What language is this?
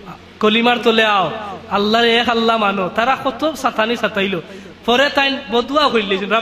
Sylheti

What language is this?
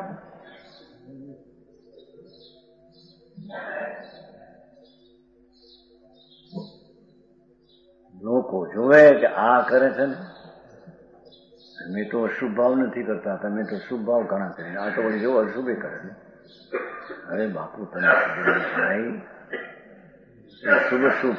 Gujarati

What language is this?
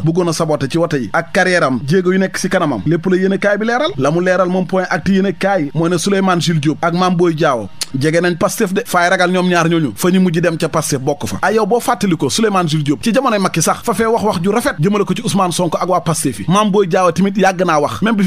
Wolof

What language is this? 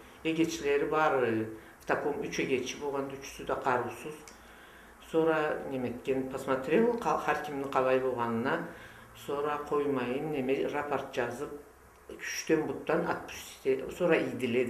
Karachay-Balkar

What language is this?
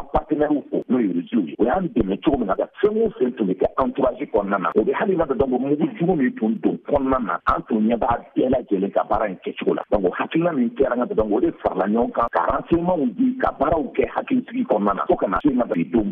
Bambara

